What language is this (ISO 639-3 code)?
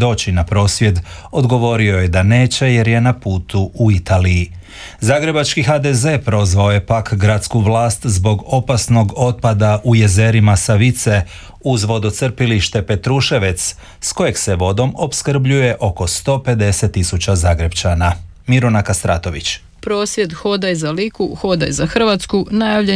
hrv